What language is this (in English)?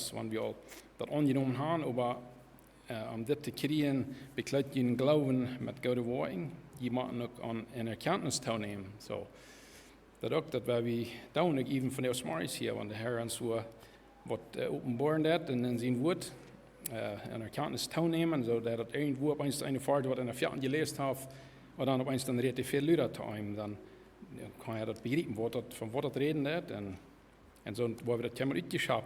Plautdietsch